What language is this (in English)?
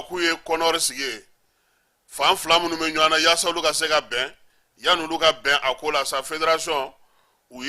Bambara